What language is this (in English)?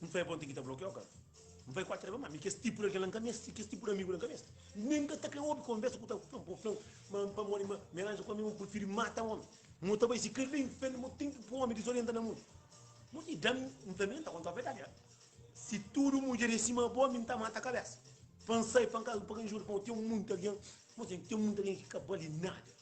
Kabuverdianu